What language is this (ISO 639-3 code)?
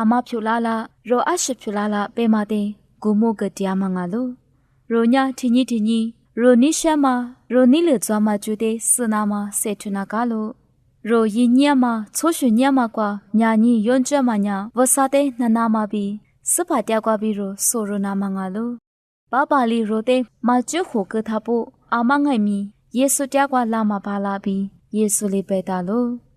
lis